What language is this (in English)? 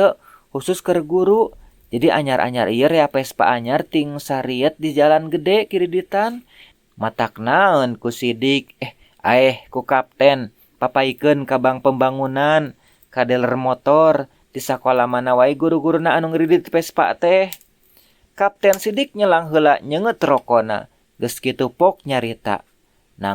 Sundanese